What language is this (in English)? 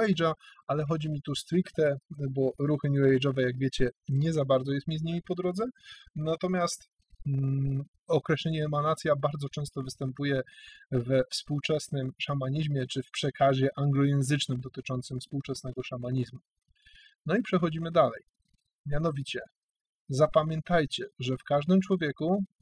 Polish